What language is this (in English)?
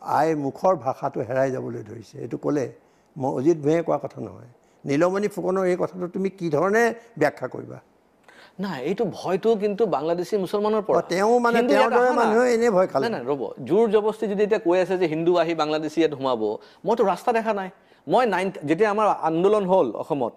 Assamese